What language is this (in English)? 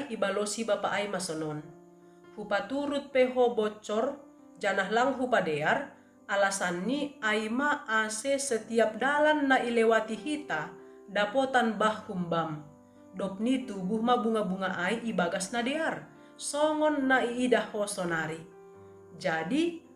Batak Simalungun